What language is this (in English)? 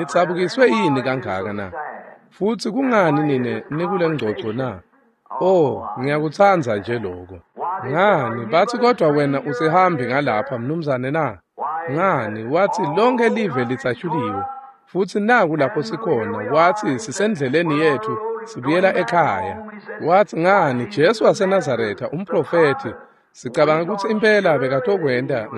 Swati